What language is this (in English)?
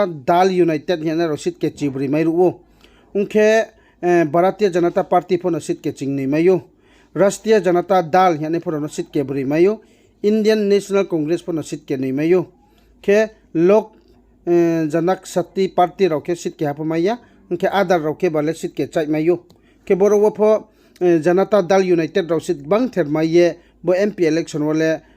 Riang (India)